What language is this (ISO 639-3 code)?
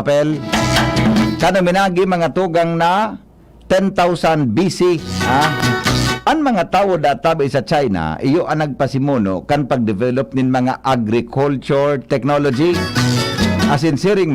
bik